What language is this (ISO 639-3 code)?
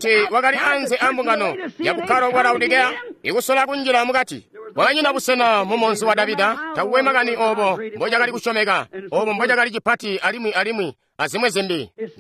toi